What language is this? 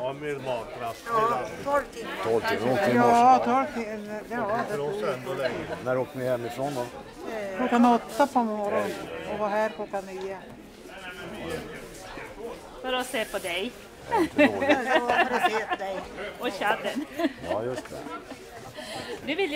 Swedish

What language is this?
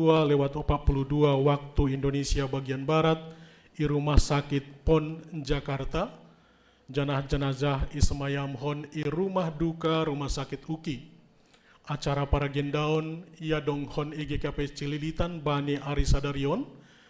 Batak Simalungun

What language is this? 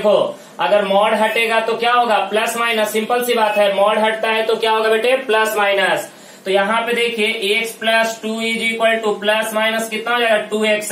Hindi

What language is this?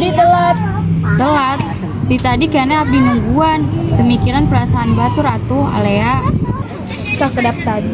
Sundanese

